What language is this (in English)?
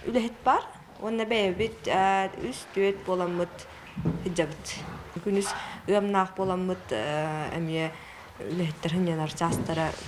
Yakut